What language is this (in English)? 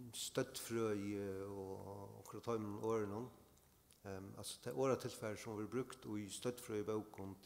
Faroese